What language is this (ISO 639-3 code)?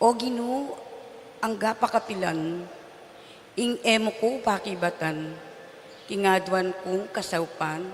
pam